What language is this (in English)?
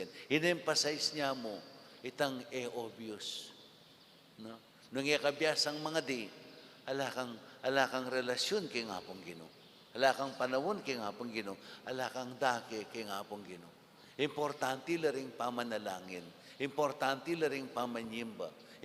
Pampanga